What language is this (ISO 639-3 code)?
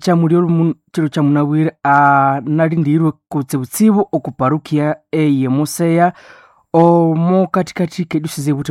nnb